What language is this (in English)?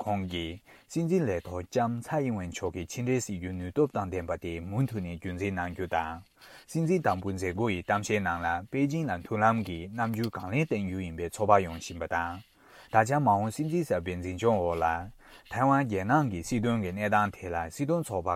Tibetan